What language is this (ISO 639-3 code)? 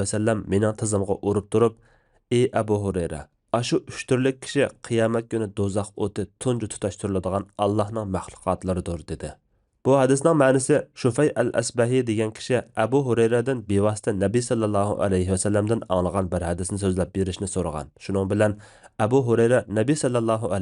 uig